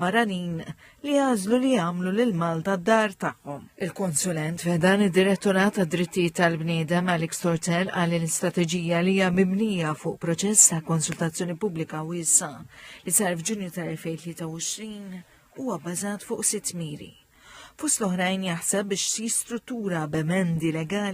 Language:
Maltese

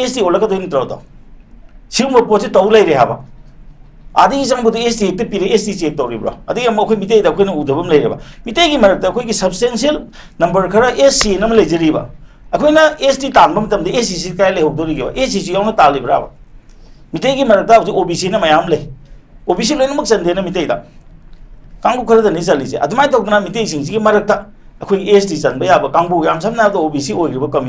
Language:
Manipuri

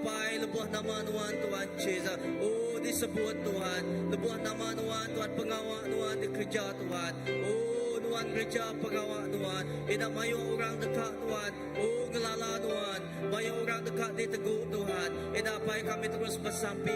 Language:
Iban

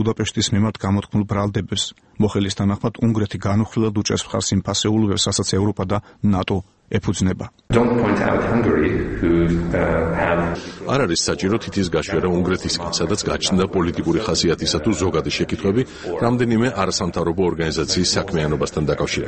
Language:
Georgian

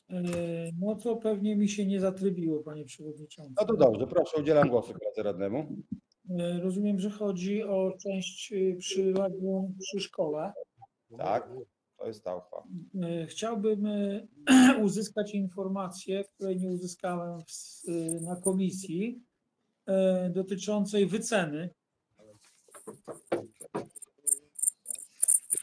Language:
Polish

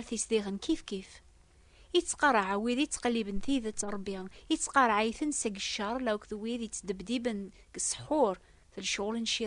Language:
Kabyle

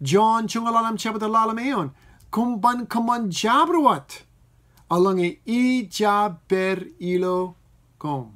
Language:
Marshallese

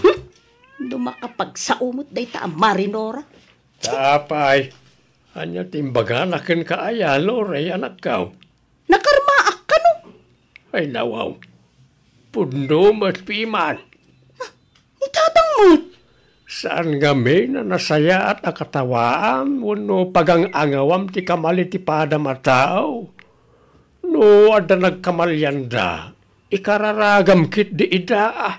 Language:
Iloko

